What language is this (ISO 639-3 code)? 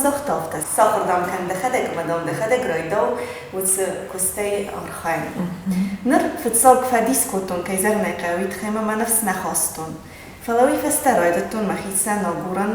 oss